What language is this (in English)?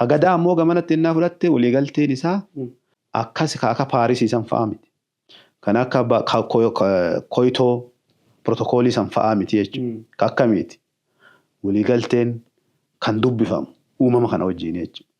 Oromo